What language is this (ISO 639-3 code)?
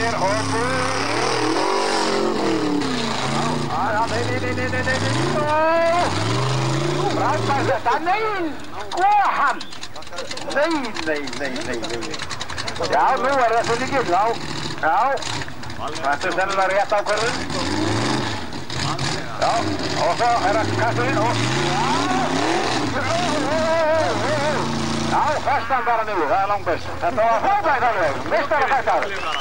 isl